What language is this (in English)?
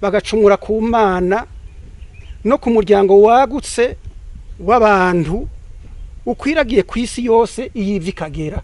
Rundi